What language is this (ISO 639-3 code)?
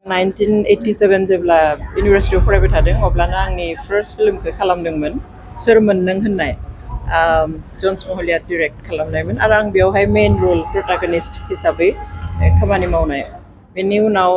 brx